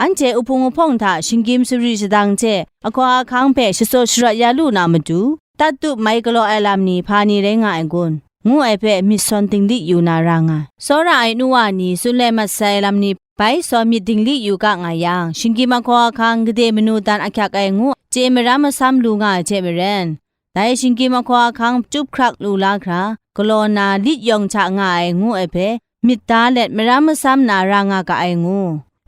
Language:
Kachin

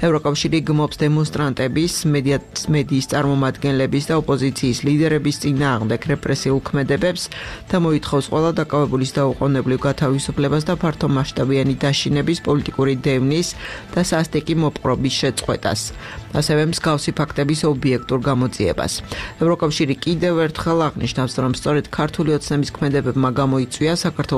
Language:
Georgian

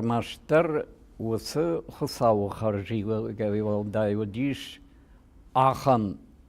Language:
Ossetic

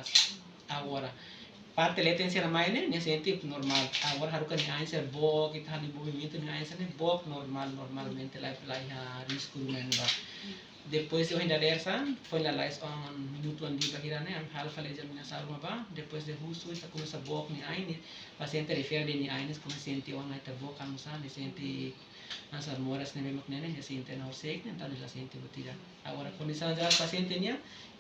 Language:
Tetum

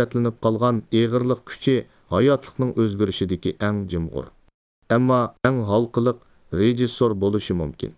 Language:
Uyghur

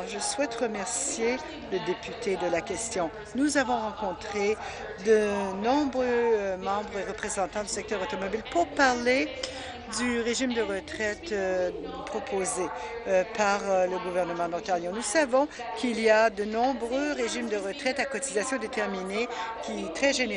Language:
French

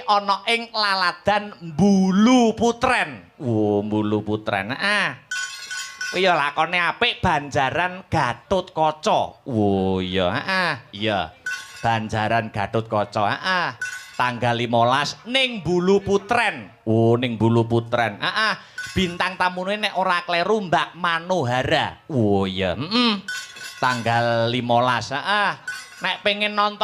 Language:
Javanese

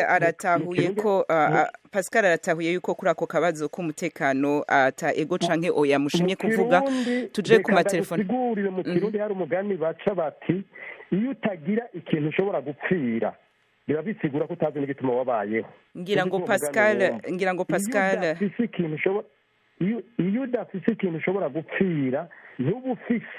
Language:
Rundi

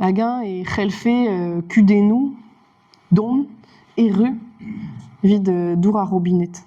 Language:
Breton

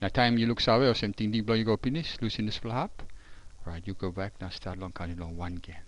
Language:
Tok Pisin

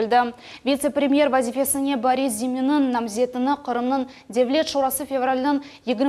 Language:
Crimean Tatar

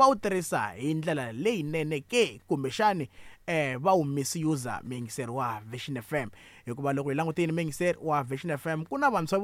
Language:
Tsonga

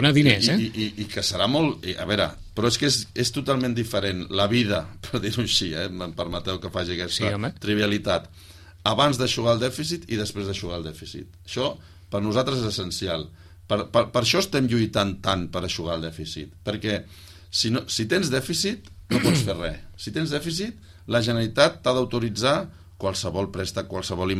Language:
Catalan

